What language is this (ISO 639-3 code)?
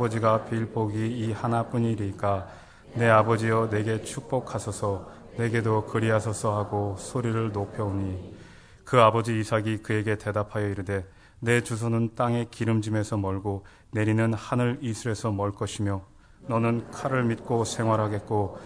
kor